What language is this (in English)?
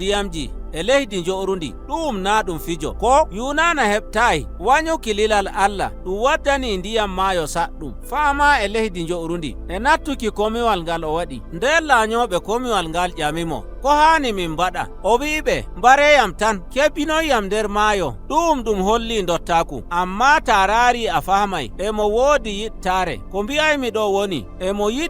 Nigerian Fulfulde